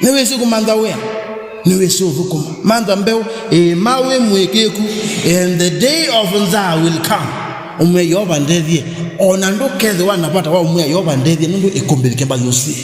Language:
Kamba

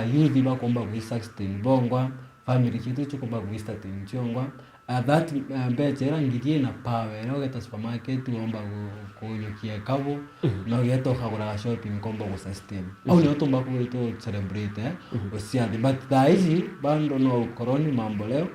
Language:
Meru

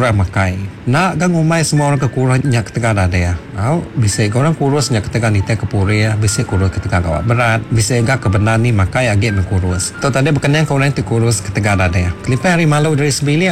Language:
Iban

